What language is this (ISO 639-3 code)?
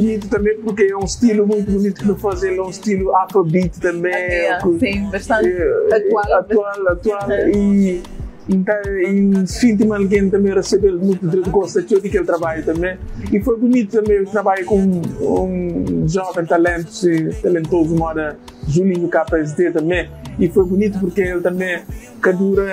kea